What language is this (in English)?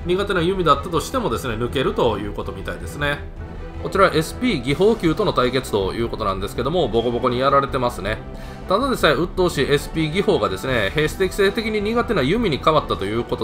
Japanese